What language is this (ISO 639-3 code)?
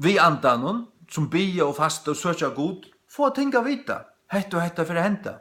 fao